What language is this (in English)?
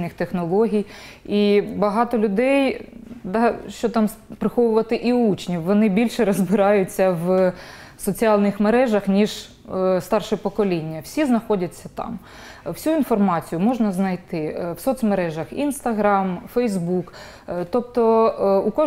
Ukrainian